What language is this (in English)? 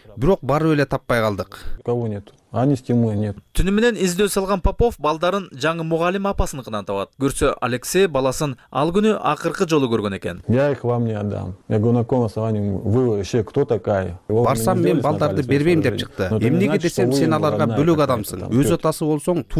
Kyrgyz